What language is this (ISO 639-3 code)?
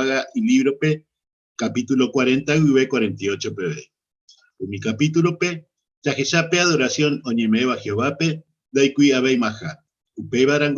grn